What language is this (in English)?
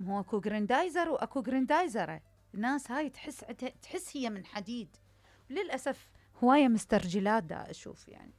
Mesopotamian Arabic